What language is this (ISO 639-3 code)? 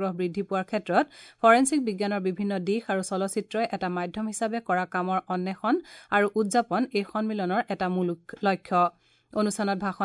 asm